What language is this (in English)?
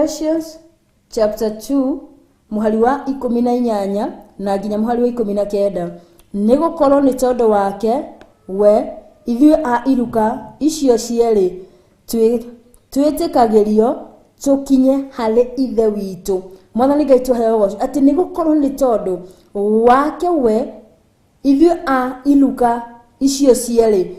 Kikuyu